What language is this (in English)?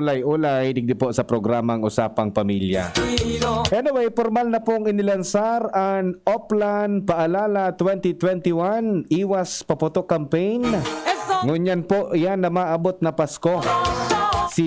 Bikol